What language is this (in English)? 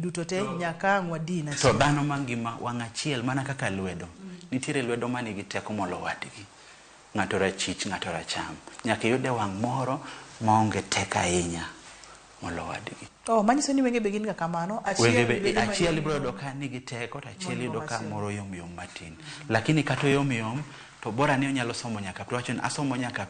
Luo (Kenya and Tanzania)